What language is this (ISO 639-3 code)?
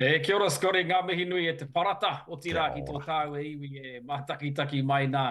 mri